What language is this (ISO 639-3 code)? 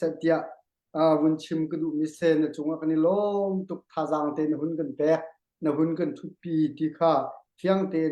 cnh